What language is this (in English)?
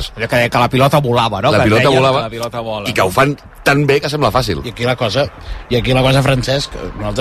Catalan